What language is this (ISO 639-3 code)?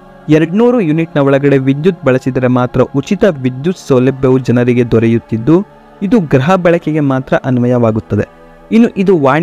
kan